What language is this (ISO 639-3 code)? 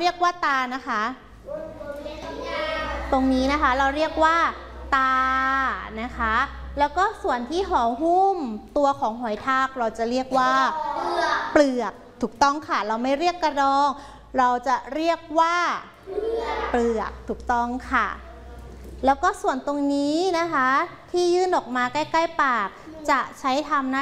tha